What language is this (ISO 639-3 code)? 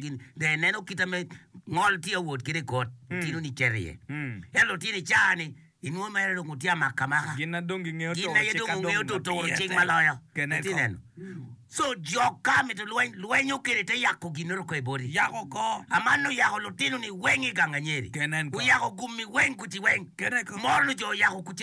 ach